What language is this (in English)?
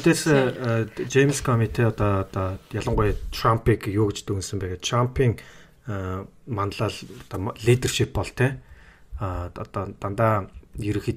Mongolian